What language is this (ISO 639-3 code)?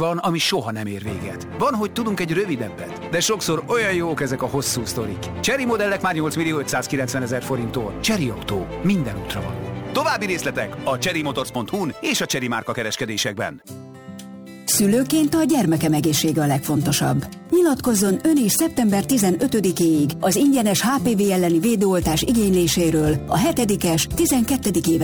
hun